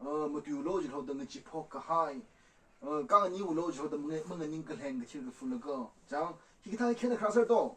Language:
Tangkhul Naga (India)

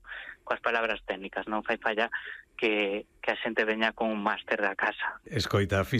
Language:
Galician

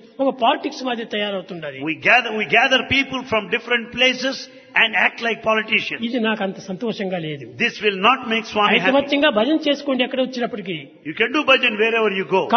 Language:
Telugu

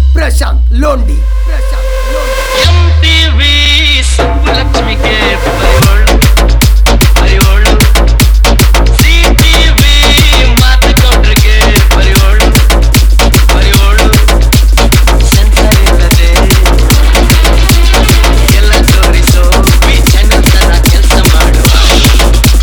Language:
Kannada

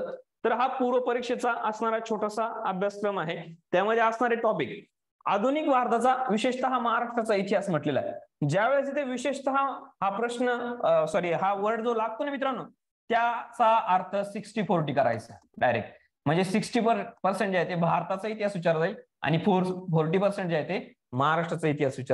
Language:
Marathi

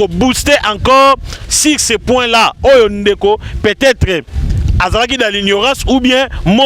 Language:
Lingala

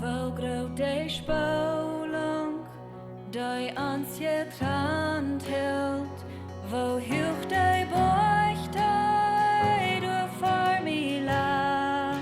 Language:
Plautdietsch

